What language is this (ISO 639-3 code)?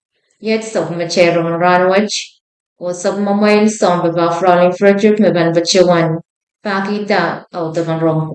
pon